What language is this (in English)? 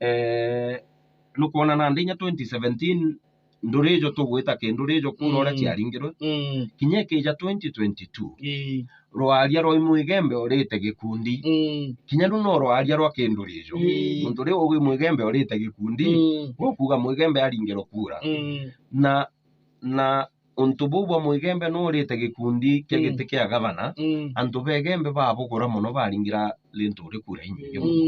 Meru